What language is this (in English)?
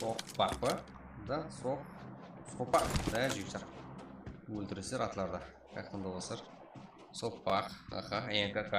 Kara-Kalpak